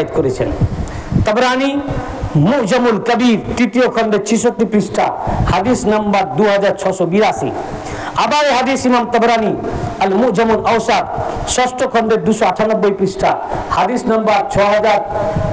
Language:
Bangla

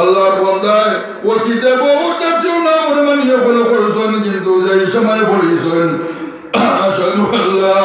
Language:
Sylheti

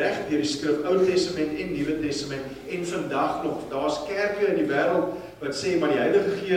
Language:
Afrikaans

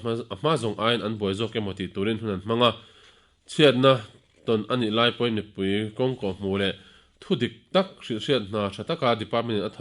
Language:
Mizo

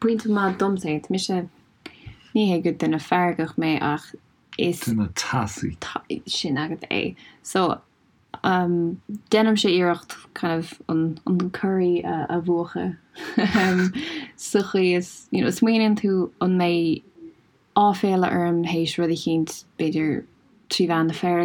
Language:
Irish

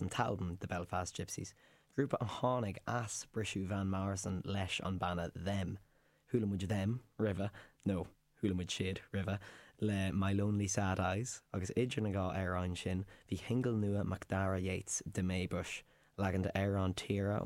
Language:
Irish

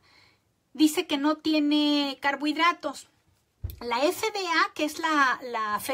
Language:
Spanish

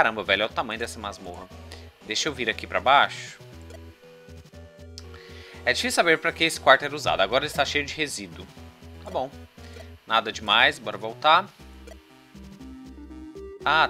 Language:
Portuguese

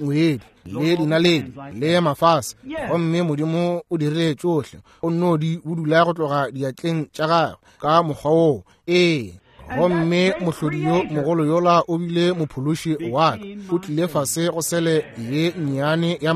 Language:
Northern Sotho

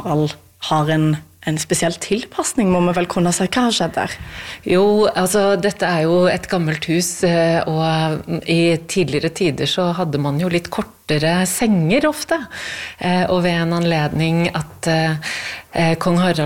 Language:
Norwegian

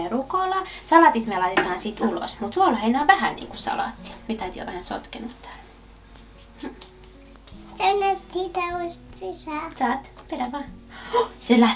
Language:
Finnish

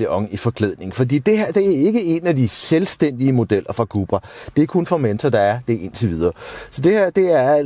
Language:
Danish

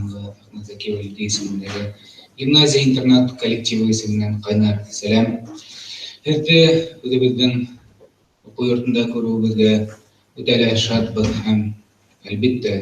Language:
Bashkir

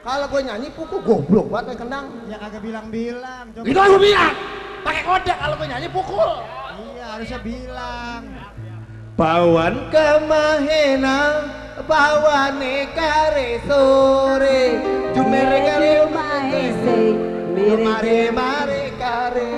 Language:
Betawi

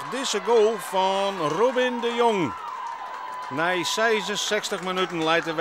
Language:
Western Frisian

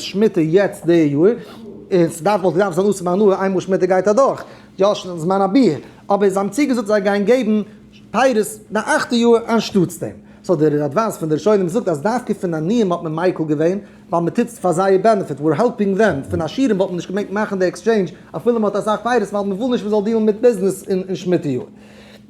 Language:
Yiddish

